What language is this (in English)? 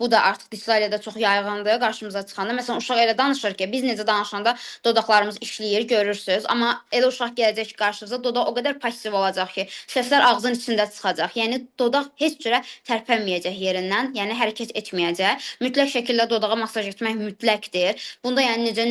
Azerbaijani